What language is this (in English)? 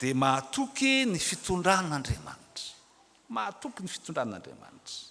Malagasy